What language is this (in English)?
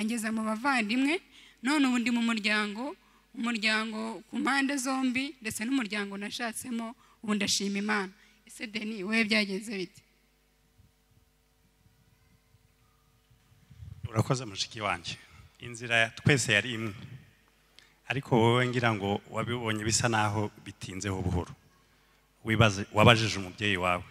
Kinyarwanda